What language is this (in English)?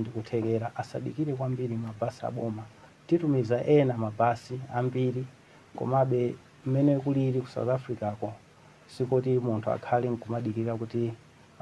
Nyanja